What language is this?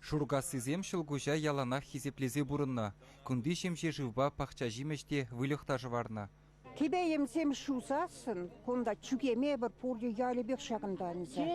Chuvash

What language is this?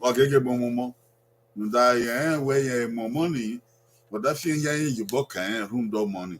Bini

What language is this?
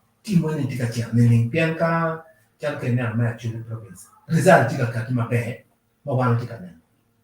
Acoli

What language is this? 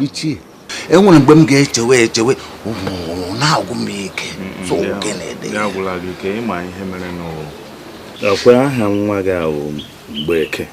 Igbo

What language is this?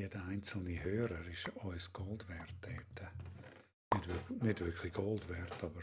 Swiss German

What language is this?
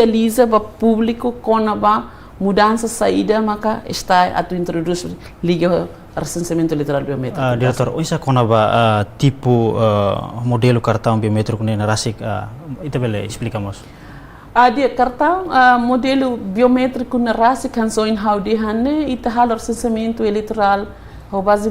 Tetum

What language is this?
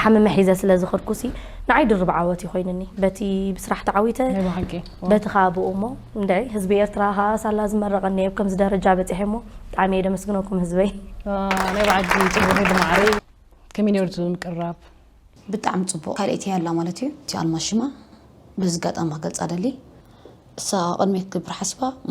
Tigrinya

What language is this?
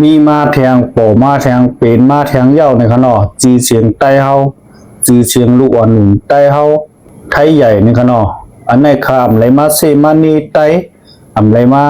Shan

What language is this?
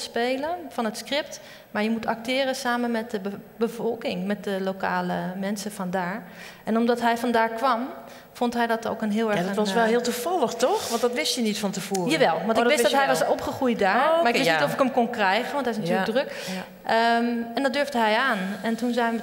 Dutch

